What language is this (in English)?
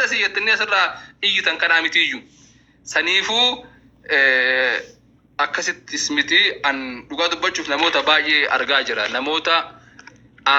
Oromo